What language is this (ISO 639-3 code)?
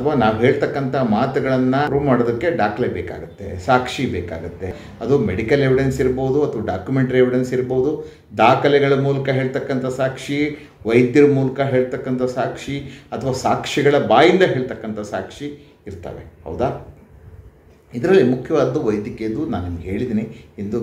kan